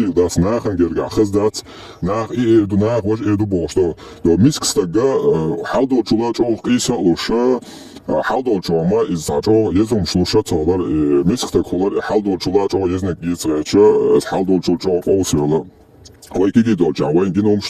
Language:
Chechen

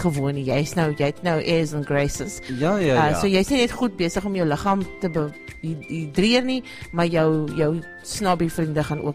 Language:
Afrikaans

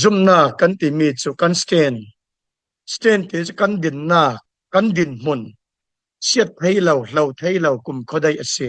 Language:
Falam Chin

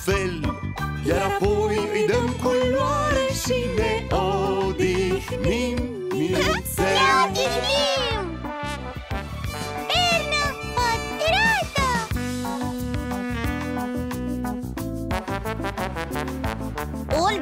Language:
Romanian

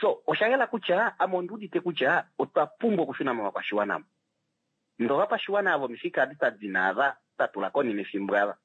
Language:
Kuanyama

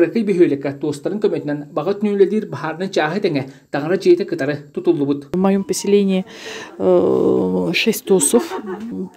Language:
Yakut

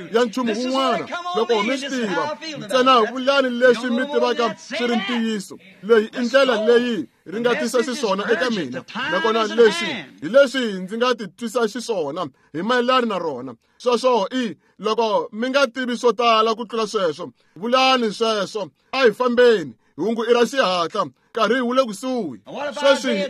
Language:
Tsonga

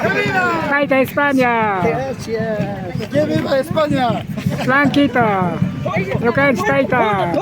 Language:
Imbabura Highland Quichua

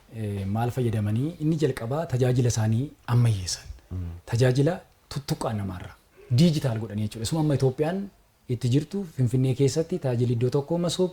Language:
Oromo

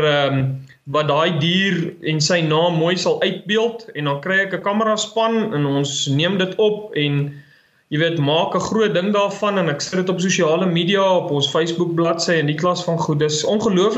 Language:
Afrikaans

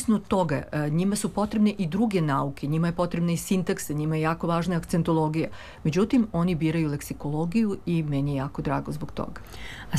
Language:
Serbian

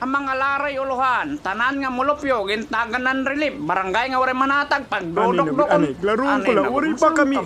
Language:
Waray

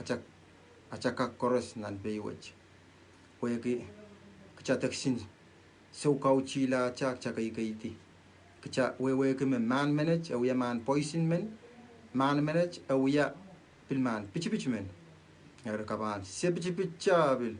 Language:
Pohnpeian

